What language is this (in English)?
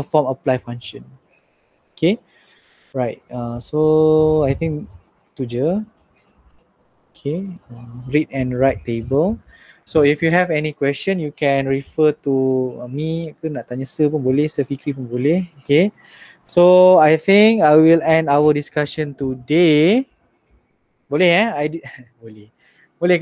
Malay